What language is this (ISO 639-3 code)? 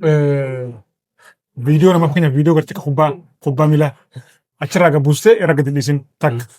orm